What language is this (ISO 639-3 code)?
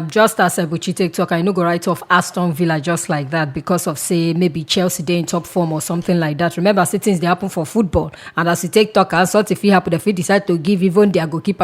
pcm